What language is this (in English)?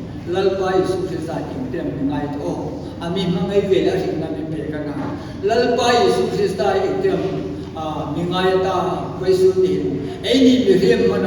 Hmar